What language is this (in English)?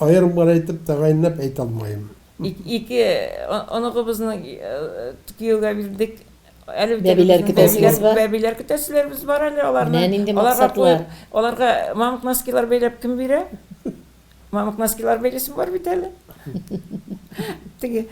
Tatar